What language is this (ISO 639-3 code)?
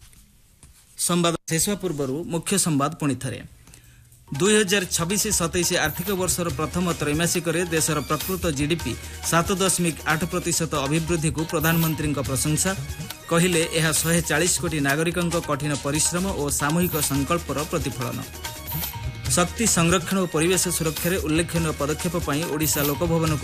ori